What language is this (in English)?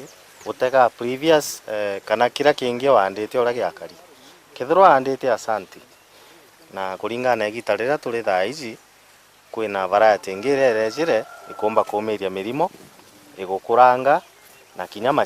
Meru